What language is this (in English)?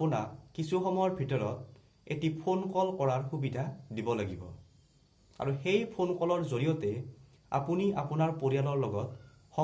Assamese